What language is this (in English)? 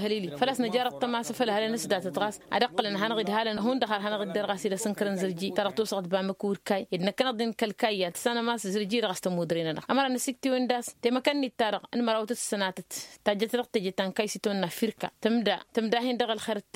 Tamasheq